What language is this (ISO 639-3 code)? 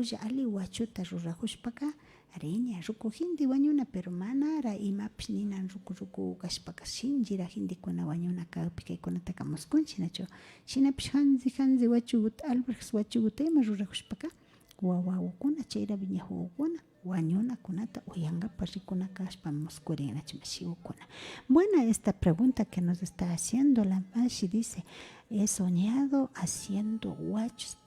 qvi